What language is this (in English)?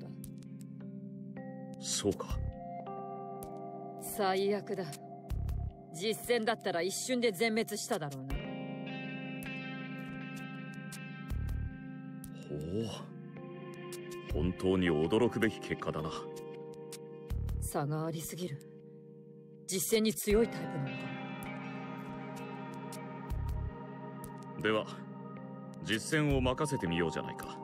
Japanese